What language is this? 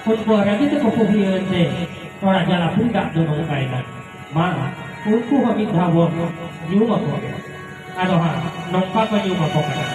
Santali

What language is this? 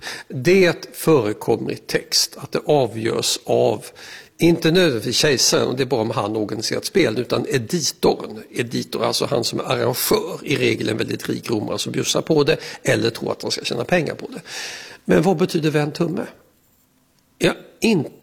Swedish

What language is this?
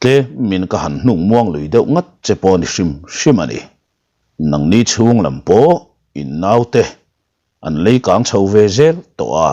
Mizo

